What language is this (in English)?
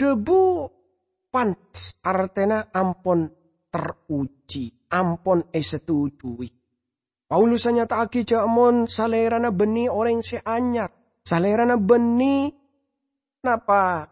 Madurese